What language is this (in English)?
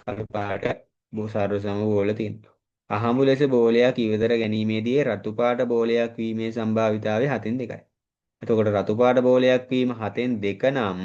Sinhala